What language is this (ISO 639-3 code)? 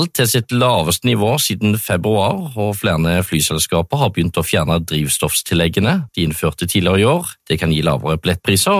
nor